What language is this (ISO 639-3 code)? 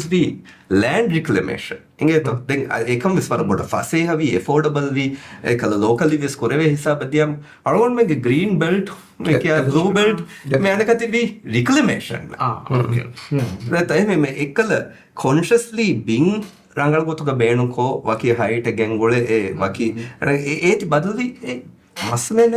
div